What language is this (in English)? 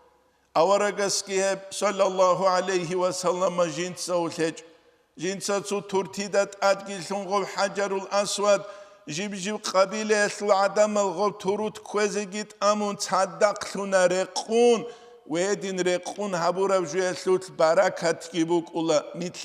Avaric